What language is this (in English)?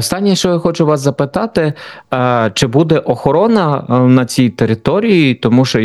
Ukrainian